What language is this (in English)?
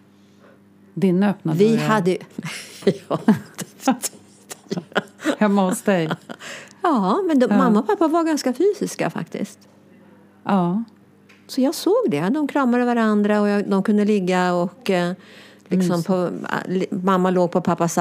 Swedish